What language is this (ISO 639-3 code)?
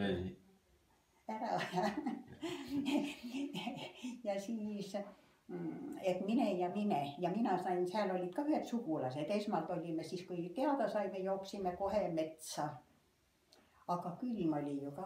est